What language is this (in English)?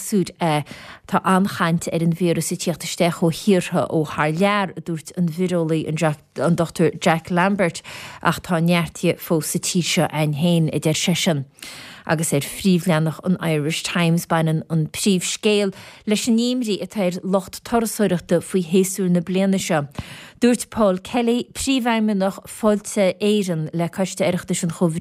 Irish